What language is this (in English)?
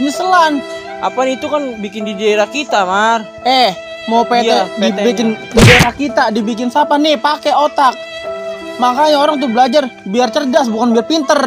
Betawi